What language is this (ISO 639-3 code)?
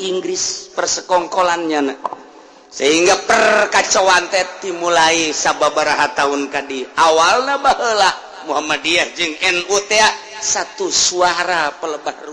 sun